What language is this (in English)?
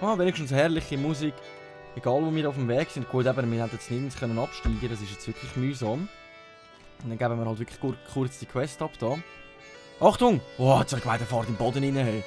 Swiss German